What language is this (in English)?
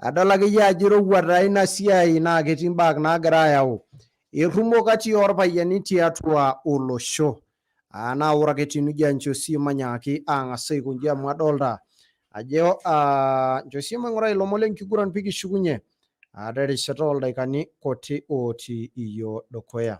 Masai